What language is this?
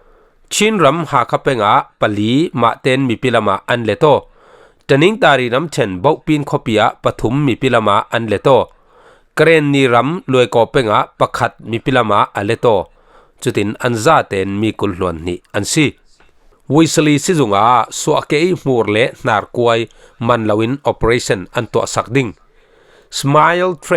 Falam Chin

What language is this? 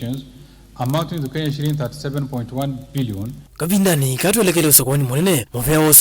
Kamba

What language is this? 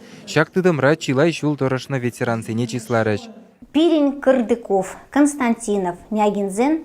Chuvash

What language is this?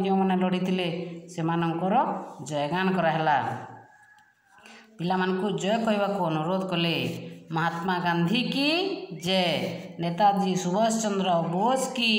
Odia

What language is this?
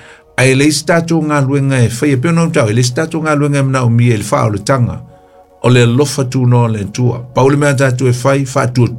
Samoan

